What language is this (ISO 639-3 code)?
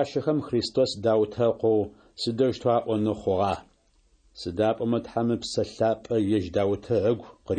ady